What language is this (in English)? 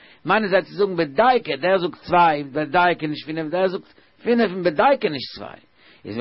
Yiddish